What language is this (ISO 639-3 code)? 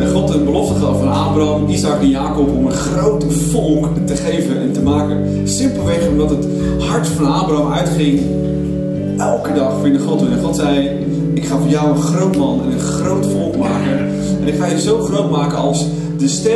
nld